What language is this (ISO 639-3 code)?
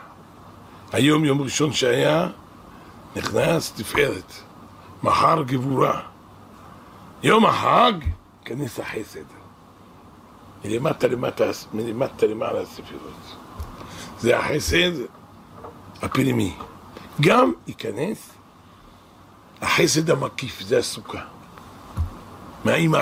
heb